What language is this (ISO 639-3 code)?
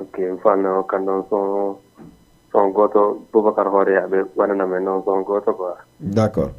ful